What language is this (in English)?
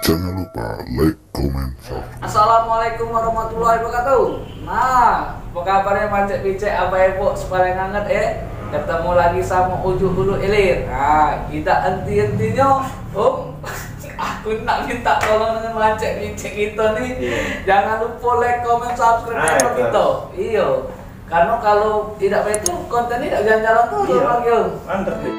Musi